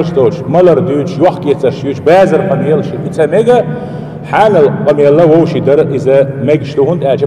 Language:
Chechen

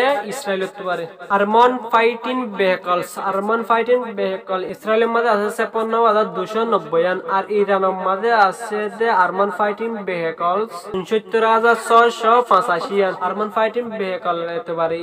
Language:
Rohingya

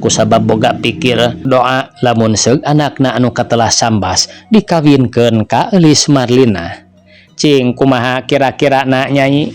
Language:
Sundanese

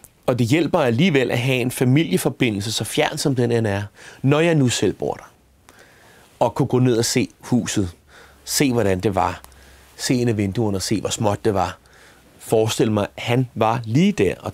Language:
Danish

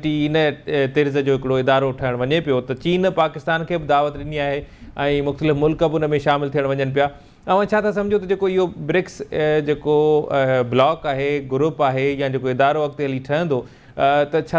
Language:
Sindhi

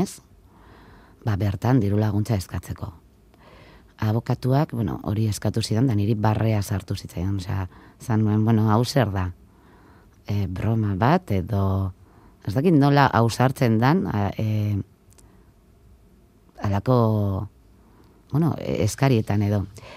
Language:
Basque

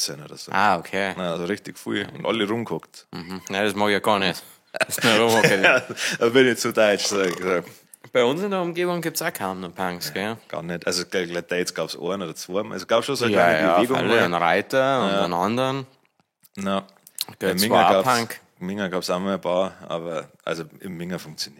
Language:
Bavarian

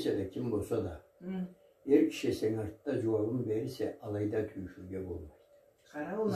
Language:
Karachay-Balkar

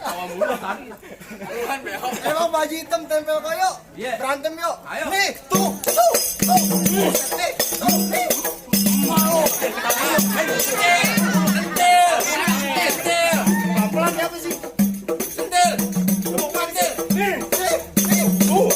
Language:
Betawi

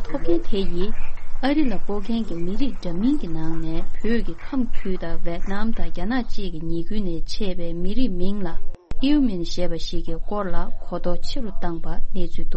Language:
Tibetan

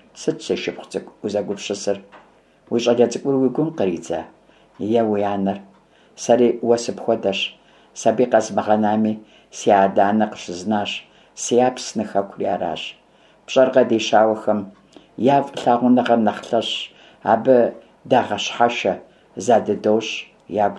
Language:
Kabardian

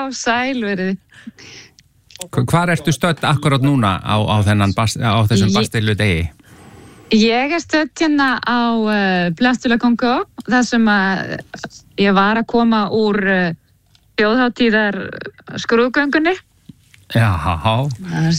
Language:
Icelandic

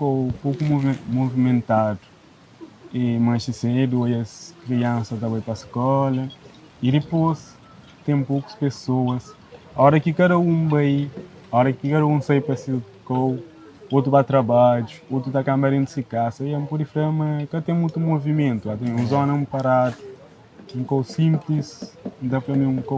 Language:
Kabuverdianu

